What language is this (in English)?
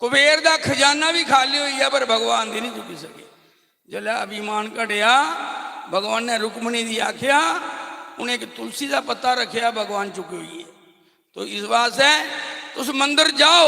Dogri